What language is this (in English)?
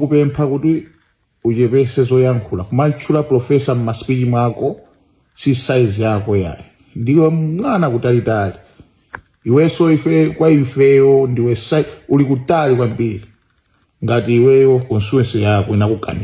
Nyanja